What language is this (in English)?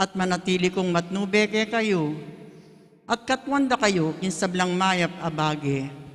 Pampanga